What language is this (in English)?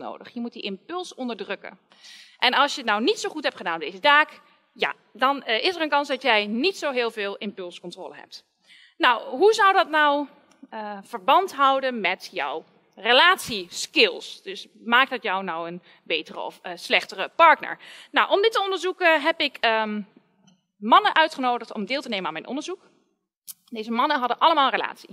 Dutch